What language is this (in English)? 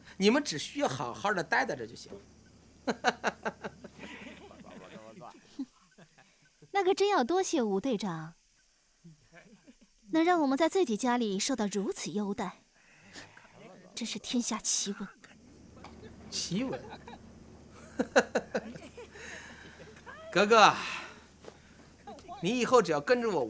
Chinese